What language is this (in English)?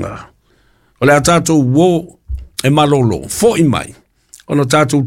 Samoan